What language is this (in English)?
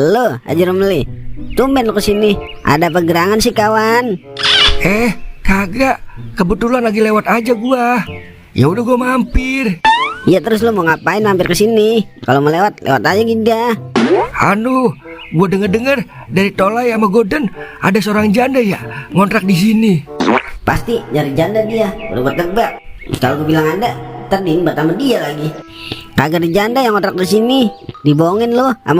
Betawi